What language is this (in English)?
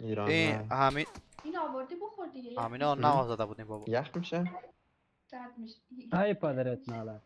Persian